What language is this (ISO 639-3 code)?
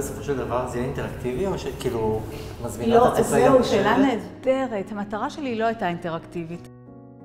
heb